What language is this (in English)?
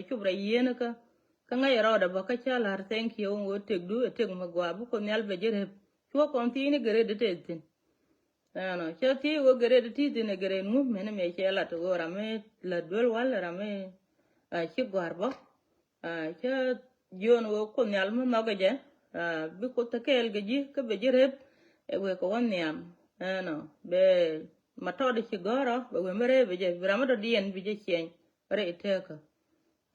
Nuer